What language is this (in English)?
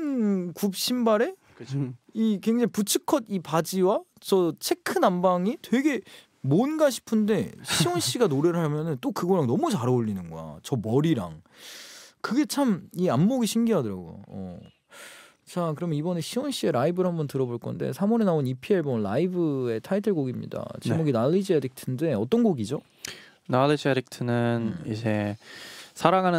Korean